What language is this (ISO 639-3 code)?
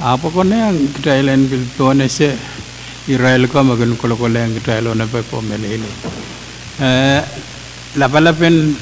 pon